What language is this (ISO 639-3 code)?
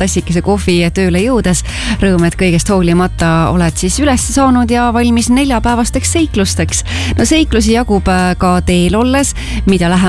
est